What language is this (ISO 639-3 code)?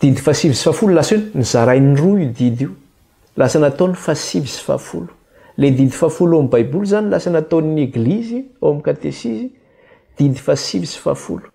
mlg